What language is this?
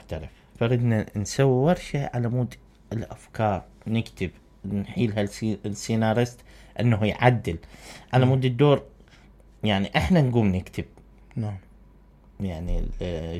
Mesopotamian Arabic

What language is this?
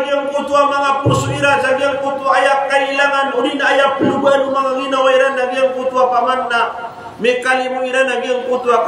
Maranao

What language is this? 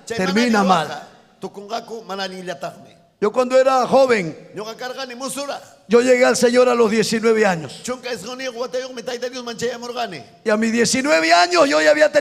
Ayacucho Quechua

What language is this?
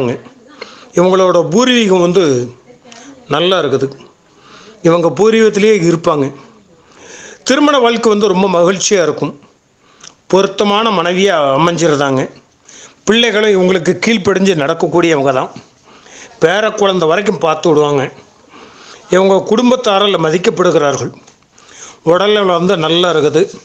Tamil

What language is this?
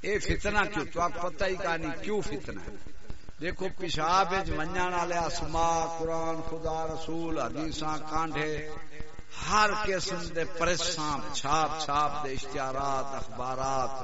Saraiki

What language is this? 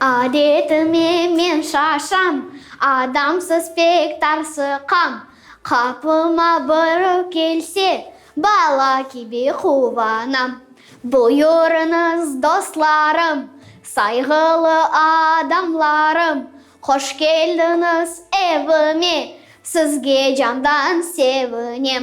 Crimean Tatar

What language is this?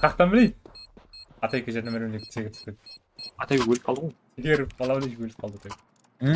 Kara-Kalpak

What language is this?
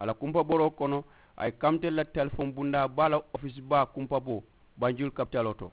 Mandingo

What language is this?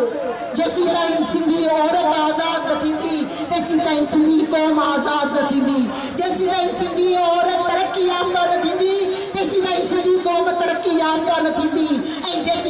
Sindhi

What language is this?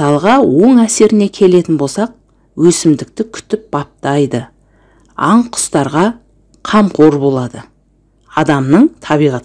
Kazakh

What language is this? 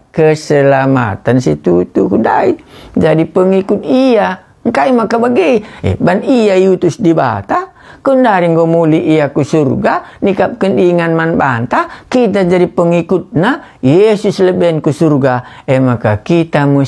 Batak Karo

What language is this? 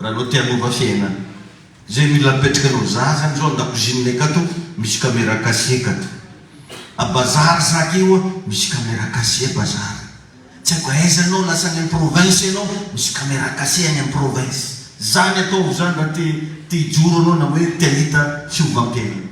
Malagasy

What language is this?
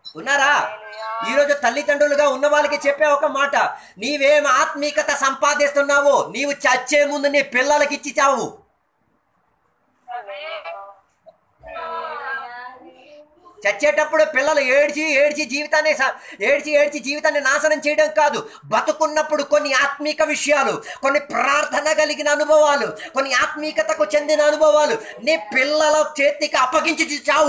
Telugu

